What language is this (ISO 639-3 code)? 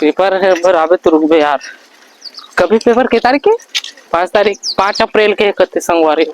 hne